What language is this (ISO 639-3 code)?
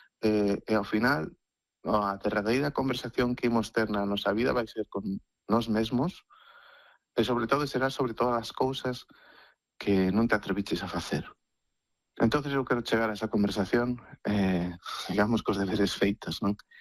glg